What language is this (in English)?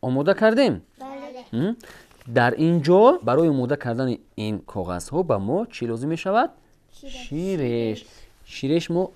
Tajik